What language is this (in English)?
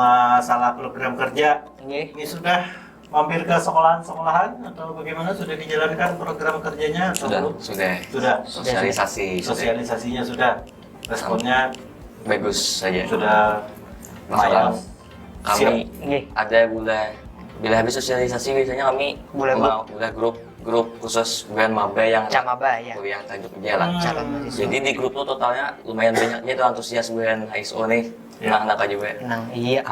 Banjar